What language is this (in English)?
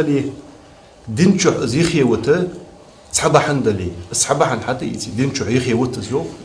Ingush